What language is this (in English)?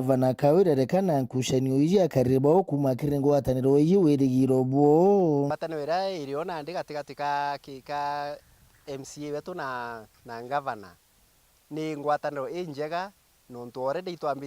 Meru